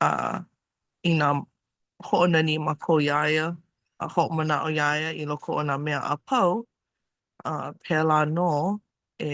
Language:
Hawaiian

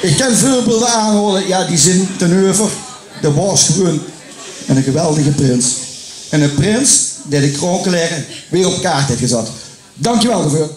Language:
Limburgish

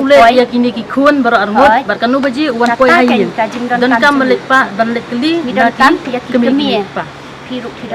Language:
Khasi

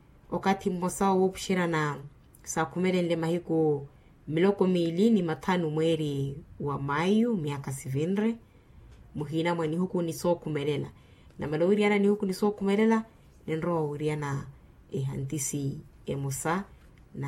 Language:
Makhuwa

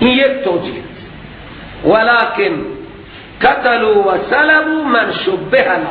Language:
Persian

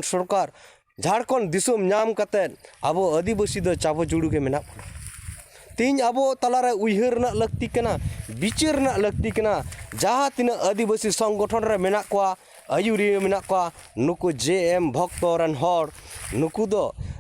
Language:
Santali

